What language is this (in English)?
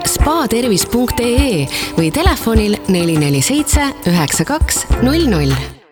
Estonian